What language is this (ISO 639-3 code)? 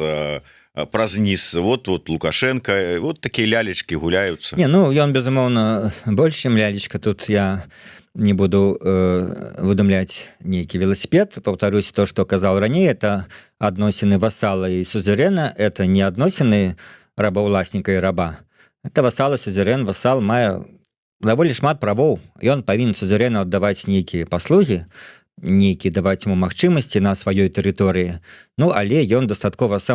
bel